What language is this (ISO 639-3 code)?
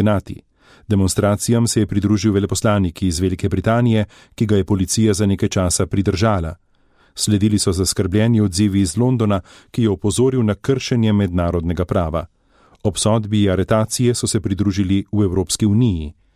slv